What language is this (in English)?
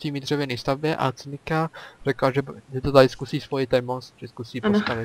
Czech